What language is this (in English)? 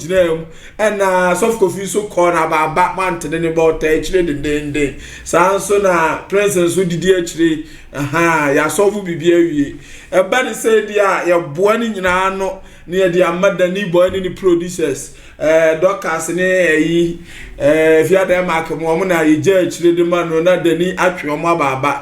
Akan